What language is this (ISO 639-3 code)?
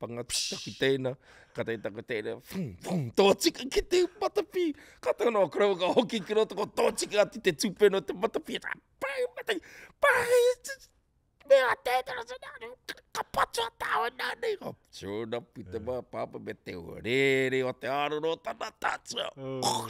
mri